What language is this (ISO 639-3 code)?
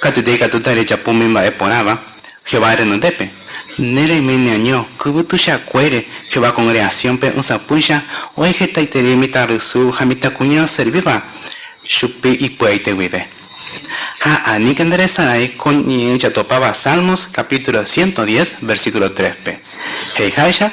grn